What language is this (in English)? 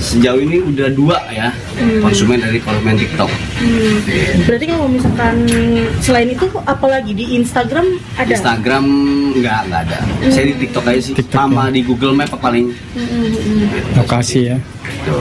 Indonesian